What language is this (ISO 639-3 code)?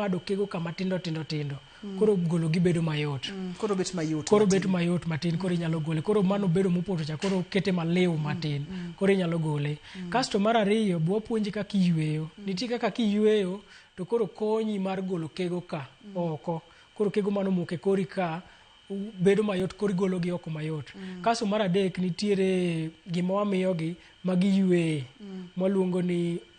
luo